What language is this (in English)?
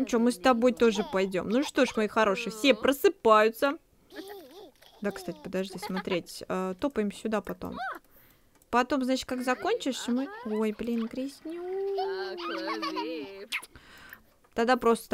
Russian